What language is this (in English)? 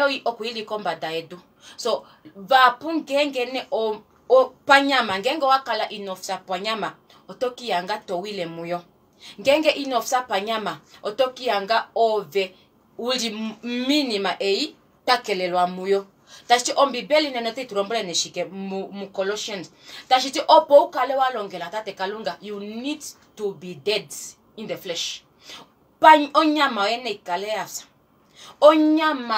Kuanyama